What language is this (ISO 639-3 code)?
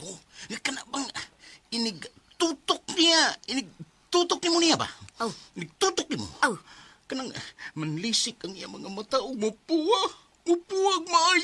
ceb